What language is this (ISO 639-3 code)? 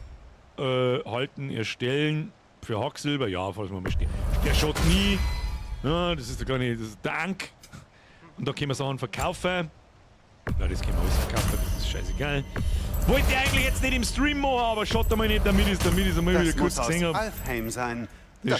bar